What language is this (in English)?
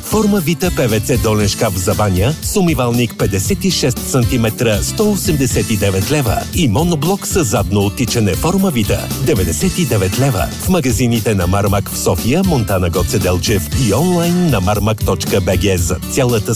Bulgarian